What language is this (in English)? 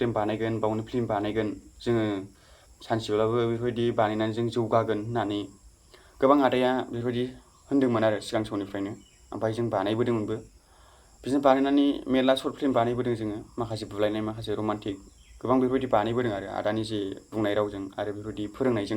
Bodo